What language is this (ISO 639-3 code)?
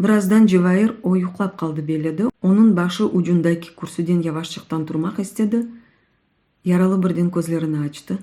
crh